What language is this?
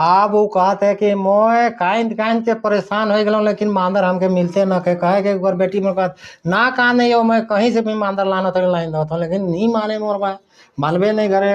Sadri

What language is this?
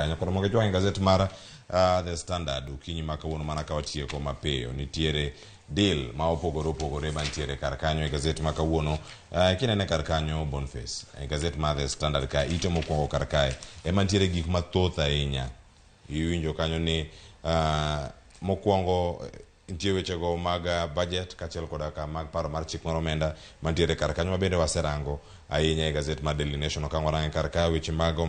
Luo (Kenya and Tanzania)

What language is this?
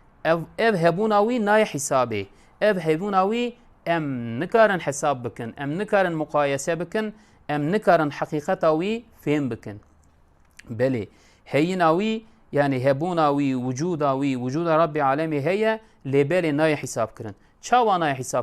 Kurdish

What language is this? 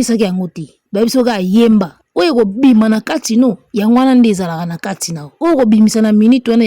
Lingala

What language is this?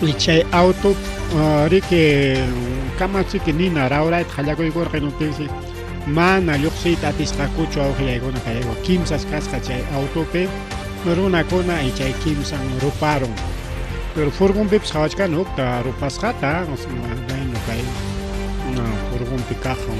Ayacucho Quechua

